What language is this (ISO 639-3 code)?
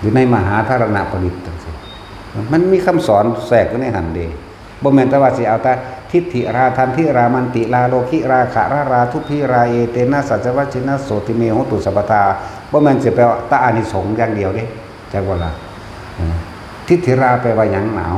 tts